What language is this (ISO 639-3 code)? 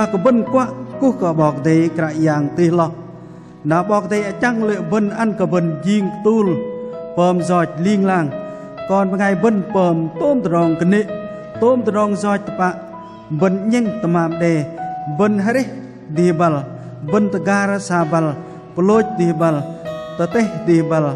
bdq